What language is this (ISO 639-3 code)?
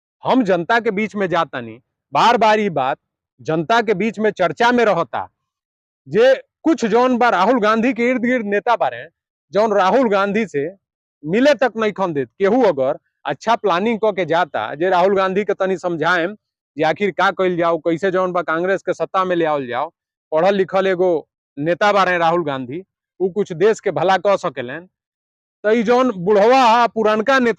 bho